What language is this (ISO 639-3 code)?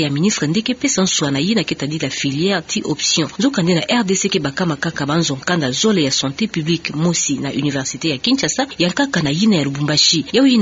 ktu